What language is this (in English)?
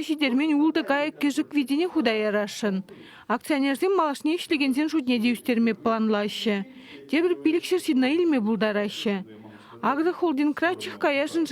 Chuvash